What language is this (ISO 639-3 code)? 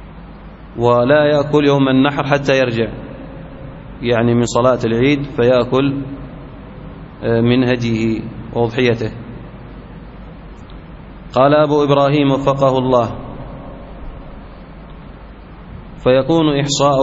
ara